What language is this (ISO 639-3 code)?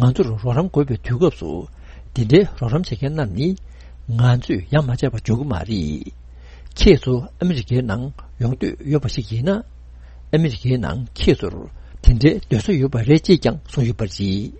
bod